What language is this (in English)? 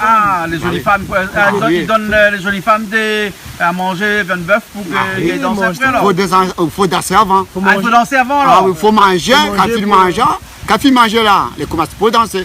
Réunion Creole French